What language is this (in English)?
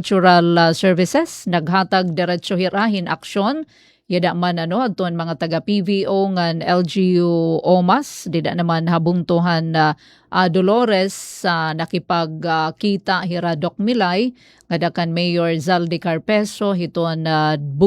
Waray